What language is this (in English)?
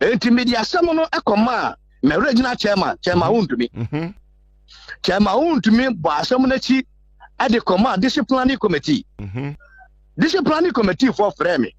Akan